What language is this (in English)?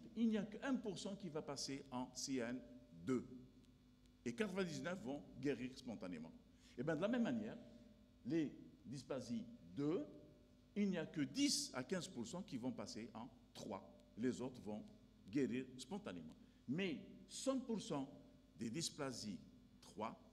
French